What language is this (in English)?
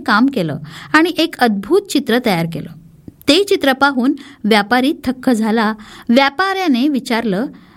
Marathi